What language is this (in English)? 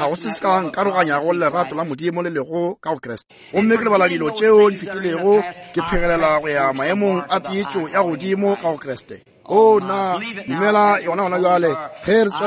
Northern Sotho